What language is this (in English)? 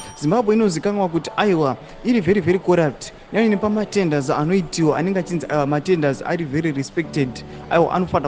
Shona